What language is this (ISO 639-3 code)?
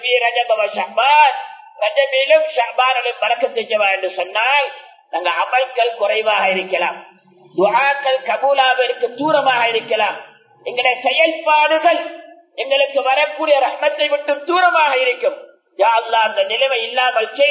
tam